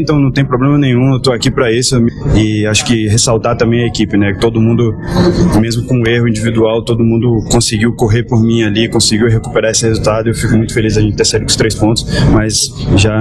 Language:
Portuguese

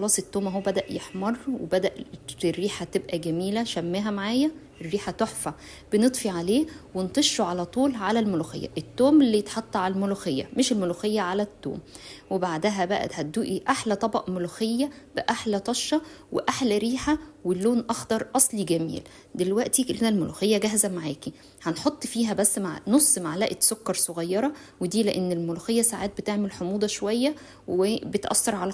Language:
Egyptian Arabic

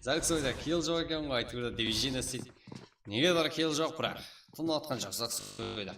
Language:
Kara-Kalpak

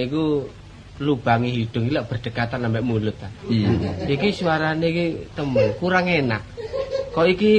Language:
Javanese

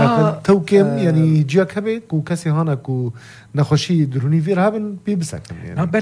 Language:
North Levantine Arabic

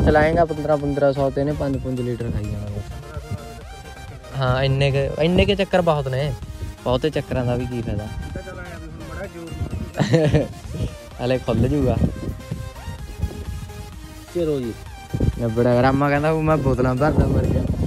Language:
Punjabi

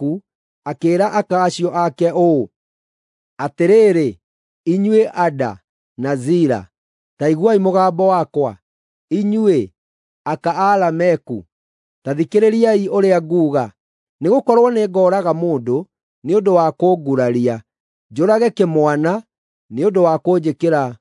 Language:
Kikuyu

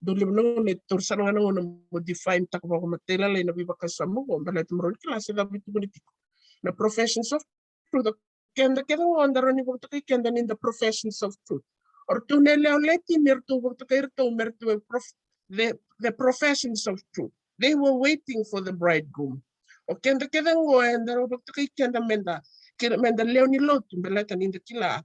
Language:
Fijian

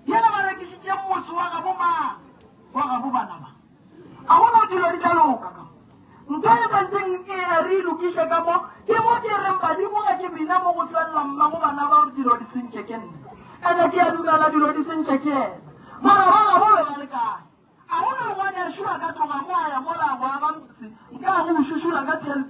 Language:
Northern Sotho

